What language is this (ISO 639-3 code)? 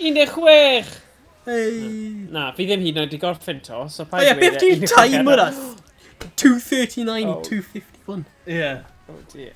cym